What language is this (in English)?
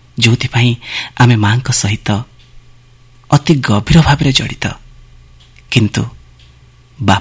Odia